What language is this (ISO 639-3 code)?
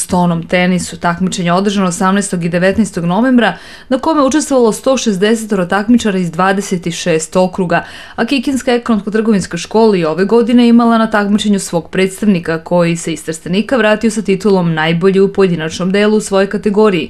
srp